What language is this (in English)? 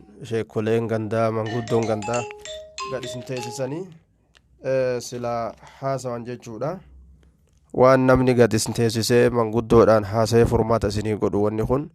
Oromo